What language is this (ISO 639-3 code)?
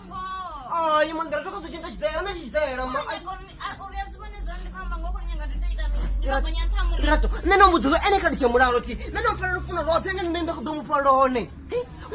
ven